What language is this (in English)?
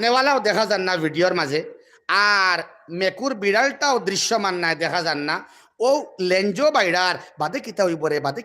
Sylheti